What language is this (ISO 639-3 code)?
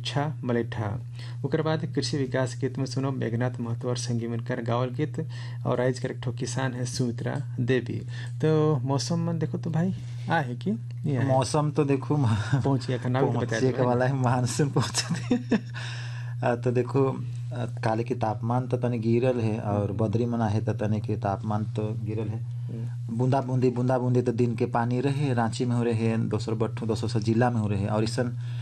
sck